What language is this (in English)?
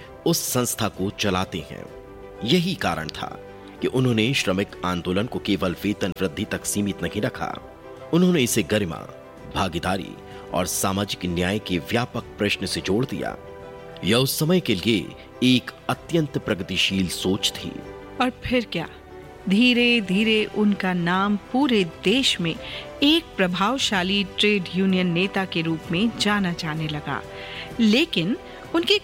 Hindi